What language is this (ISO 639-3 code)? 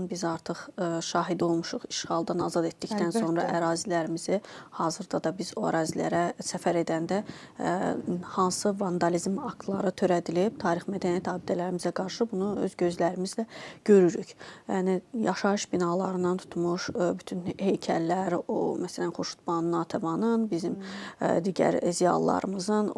aze